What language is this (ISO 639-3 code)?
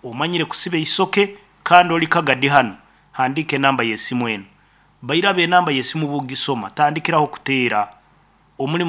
nyn